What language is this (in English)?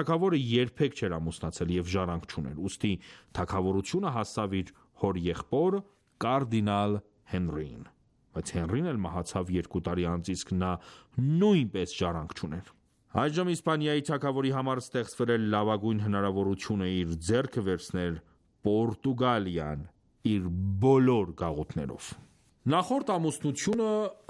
Armenian